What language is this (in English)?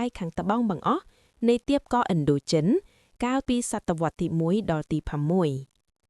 Khmer